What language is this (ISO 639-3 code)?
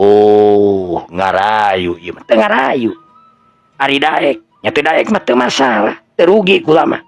sun